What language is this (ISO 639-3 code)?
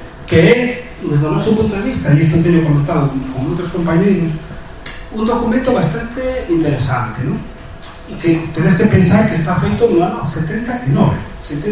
glg